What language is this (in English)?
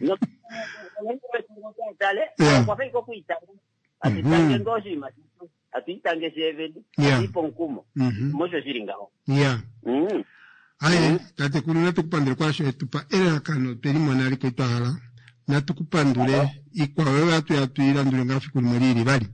Kuanyama